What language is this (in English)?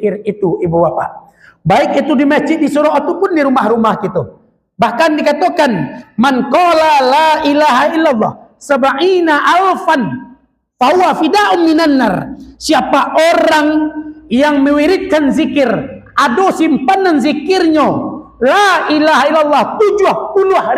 Minangkabau